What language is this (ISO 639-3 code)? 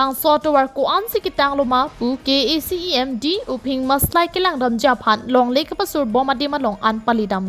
mjw